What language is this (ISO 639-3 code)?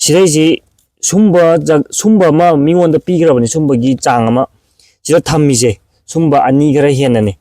mni